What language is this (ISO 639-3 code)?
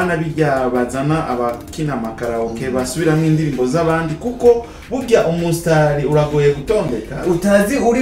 run